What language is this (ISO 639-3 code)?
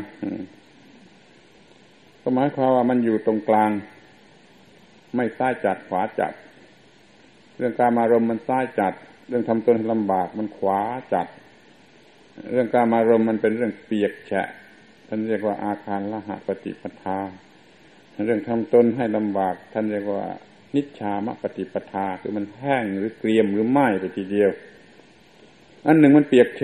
tha